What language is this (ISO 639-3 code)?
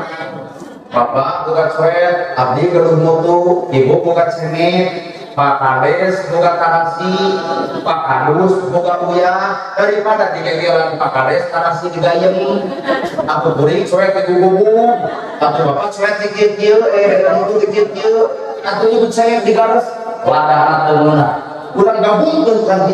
sun